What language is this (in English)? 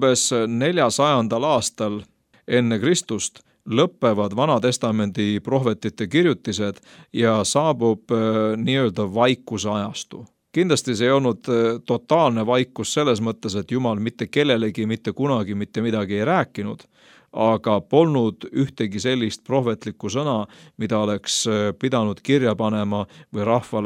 Estonian